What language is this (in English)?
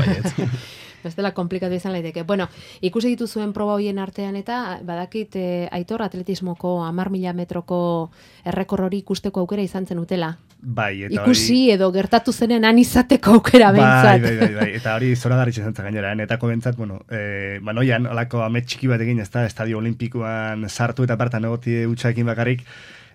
Basque